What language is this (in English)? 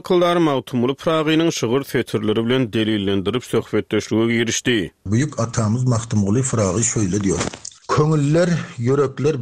Turkmen